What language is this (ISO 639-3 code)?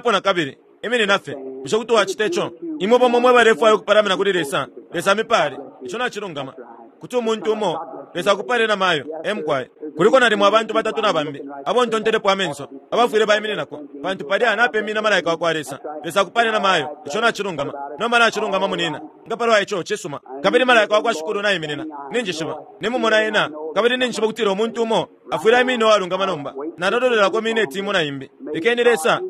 bem